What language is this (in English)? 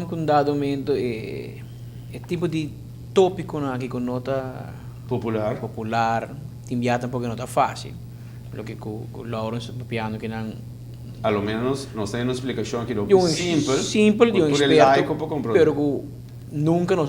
Papiamento